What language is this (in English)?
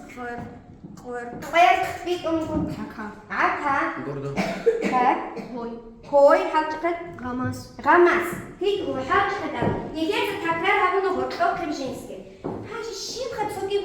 Avaric